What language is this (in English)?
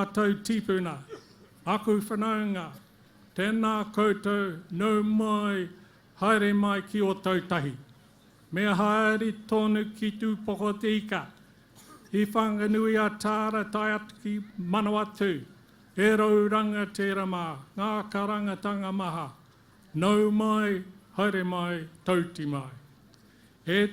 Māori